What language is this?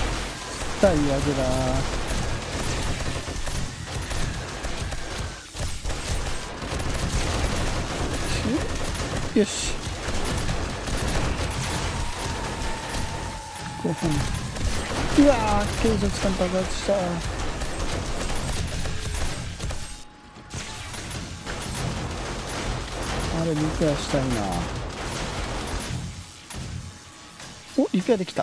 Japanese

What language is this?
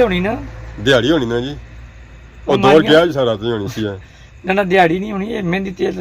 Pahari-Potwari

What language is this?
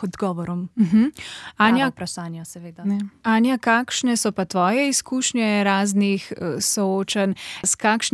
Slovenian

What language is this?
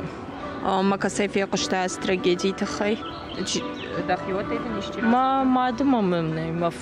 Ossetic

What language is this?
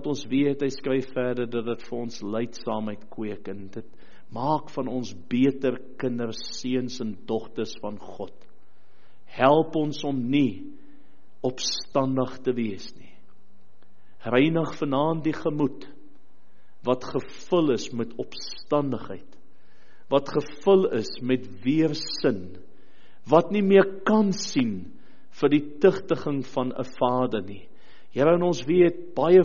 Afrikaans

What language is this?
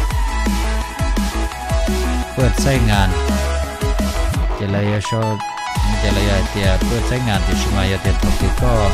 Hmong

